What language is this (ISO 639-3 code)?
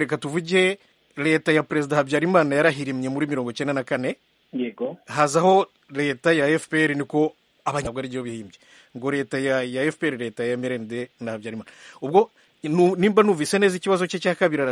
kin